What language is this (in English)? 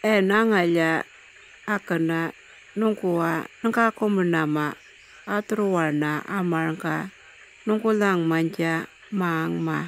Anindilyakwa